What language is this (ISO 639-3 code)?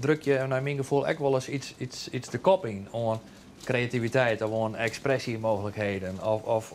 fry